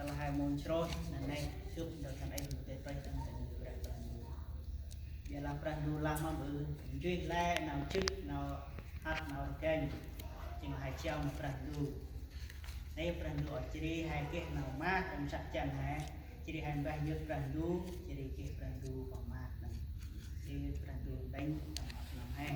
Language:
Central Mnong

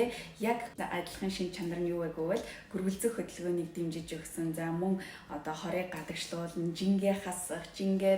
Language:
Mongolian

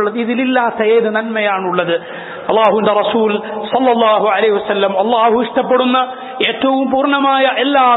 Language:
Malayalam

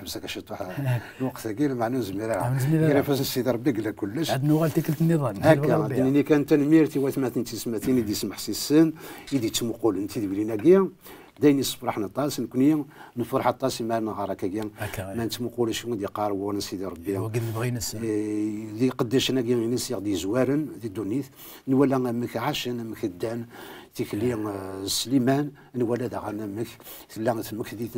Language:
Kabyle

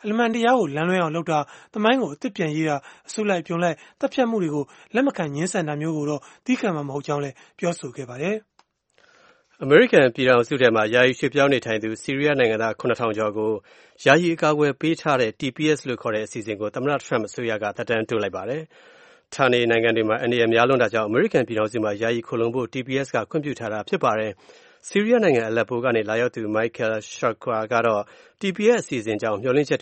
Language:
Burmese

